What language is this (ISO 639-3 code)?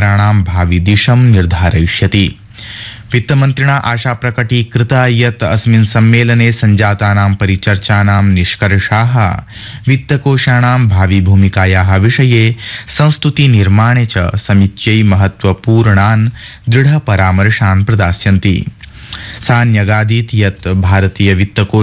san